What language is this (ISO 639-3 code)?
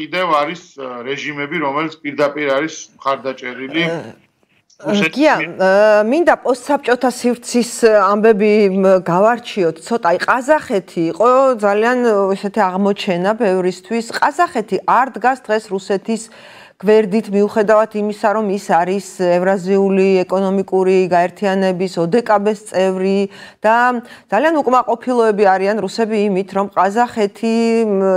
kat